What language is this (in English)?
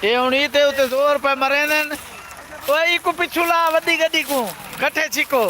Saraiki